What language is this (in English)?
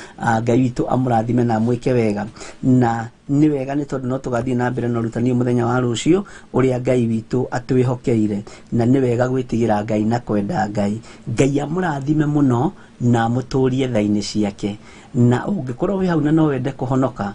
Kikuyu